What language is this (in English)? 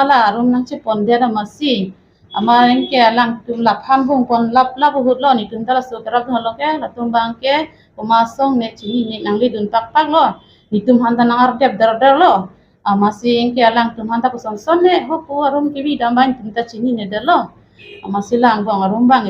Karbi